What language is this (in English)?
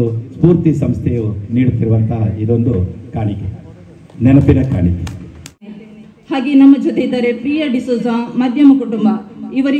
Kannada